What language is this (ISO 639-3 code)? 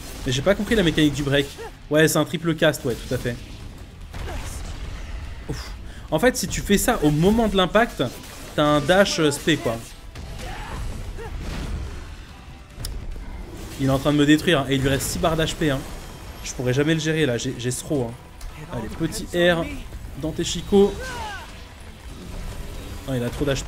fra